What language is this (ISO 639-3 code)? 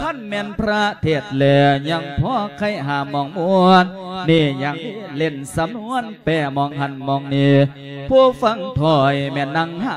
lao